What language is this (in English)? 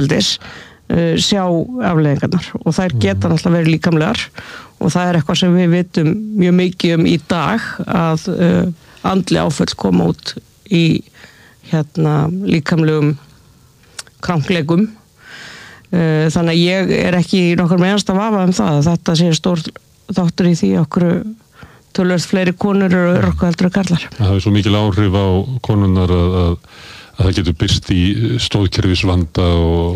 Icelandic